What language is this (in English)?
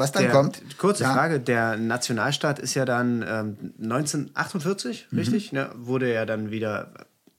German